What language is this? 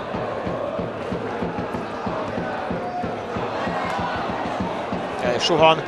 Hungarian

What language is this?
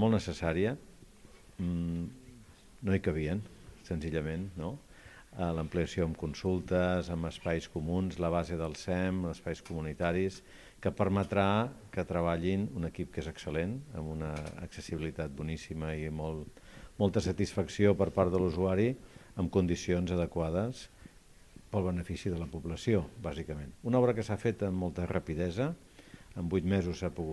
Catalan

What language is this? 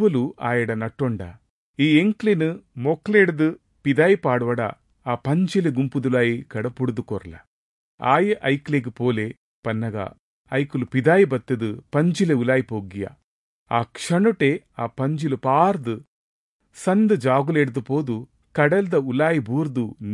Tulu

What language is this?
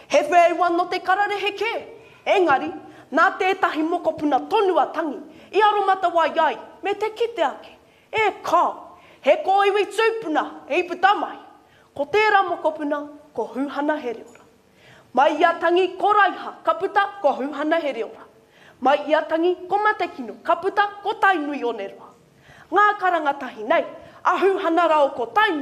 Māori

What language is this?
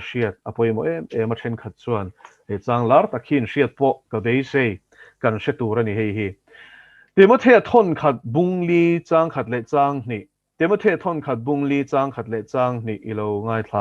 Mizo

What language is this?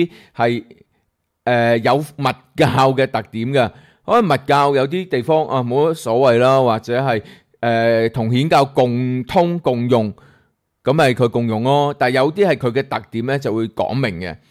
Cantonese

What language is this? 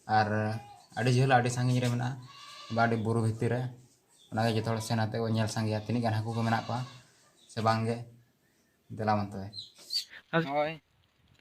Santali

